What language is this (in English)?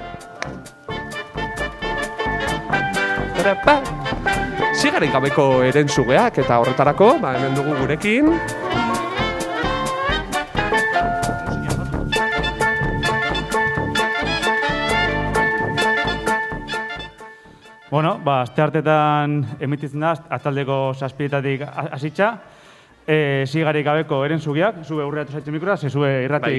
Basque